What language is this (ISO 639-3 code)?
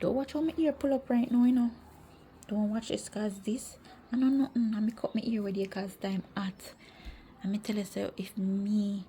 jam